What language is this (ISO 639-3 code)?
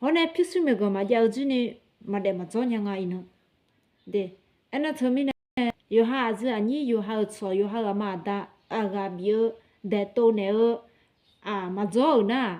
ahk